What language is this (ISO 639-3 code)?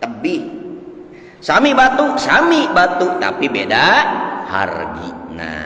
sun